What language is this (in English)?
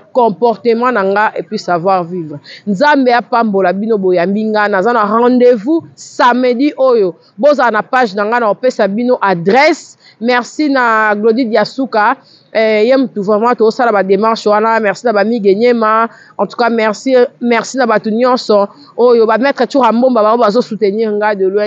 Lingala